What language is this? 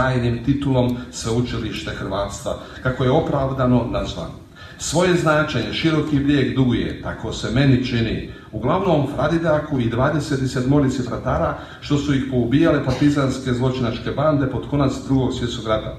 Croatian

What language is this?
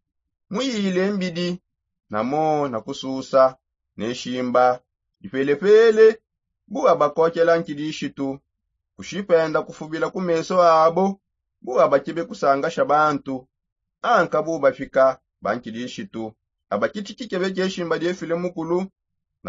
Songe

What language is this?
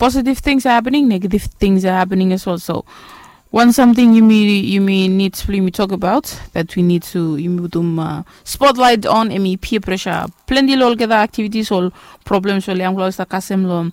Bislama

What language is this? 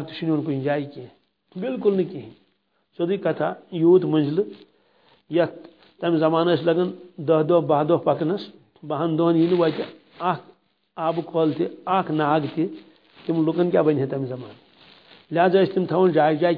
Kashmiri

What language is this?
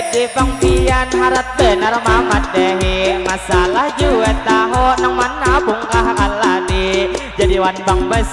Banjar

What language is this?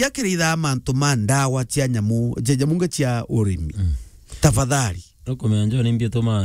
Meru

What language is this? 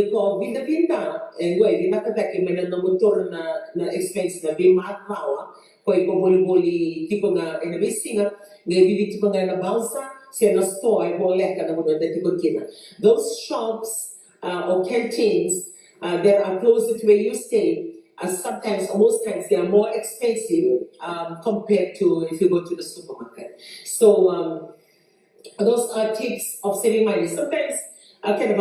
Fijian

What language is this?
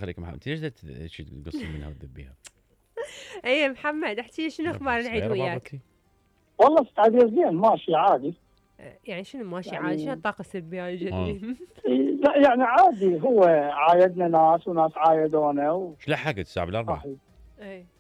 Mesopotamian Arabic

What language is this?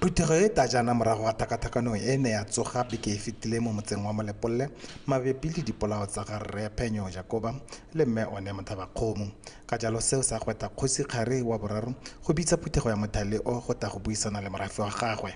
Tswana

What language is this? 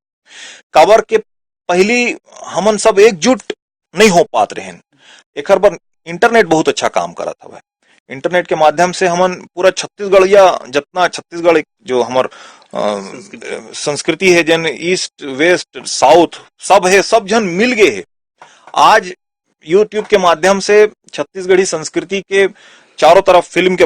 Chhattisgarhi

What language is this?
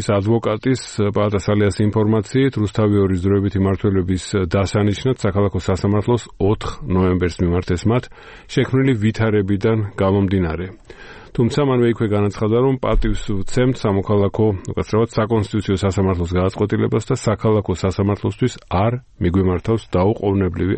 Georgian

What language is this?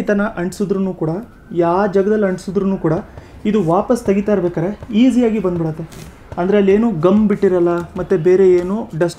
Kannada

